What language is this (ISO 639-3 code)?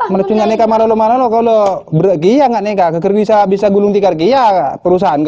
mad